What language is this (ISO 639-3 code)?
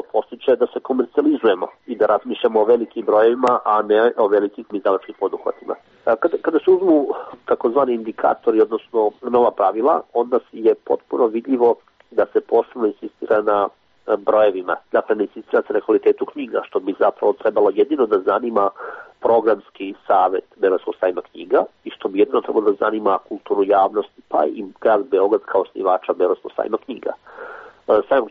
srp